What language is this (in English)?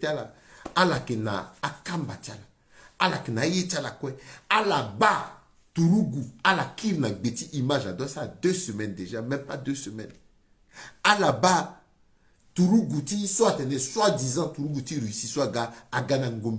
Sango